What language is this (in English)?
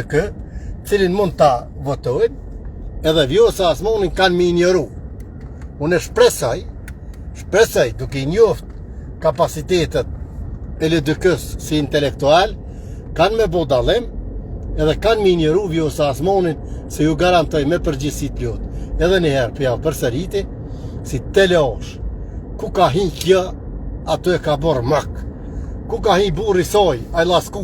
Albanian